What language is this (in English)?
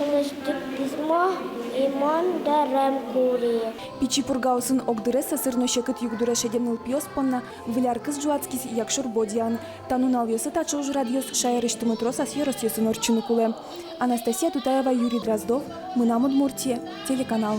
Udmurt